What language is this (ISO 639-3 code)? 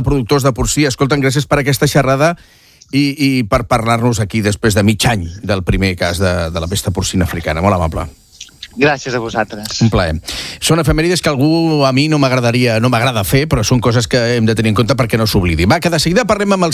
cat